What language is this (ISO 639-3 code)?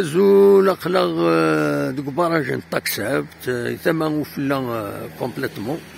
kab